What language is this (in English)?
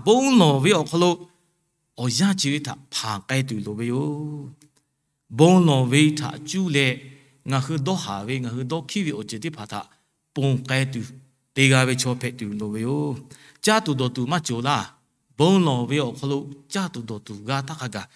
Lahu